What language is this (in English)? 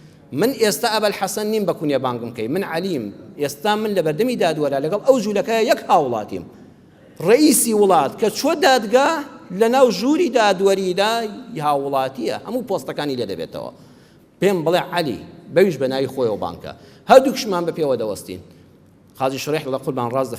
Central Kurdish